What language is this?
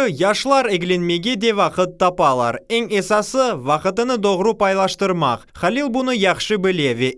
Crimean Tatar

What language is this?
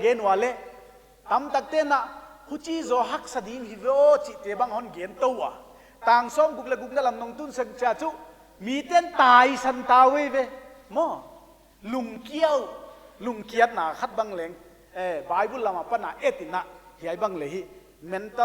Paite Chin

